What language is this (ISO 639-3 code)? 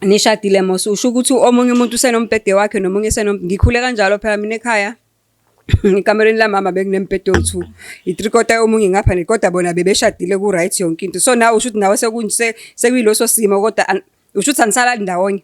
zul